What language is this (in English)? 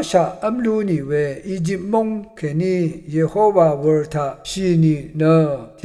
Rawang